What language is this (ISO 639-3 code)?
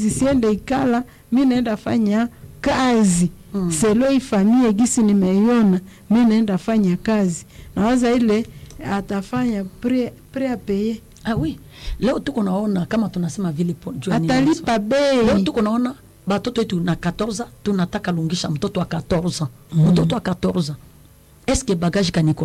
swa